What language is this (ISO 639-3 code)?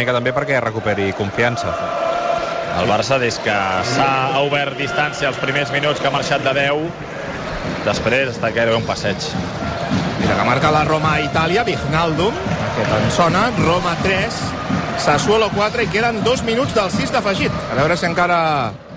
cat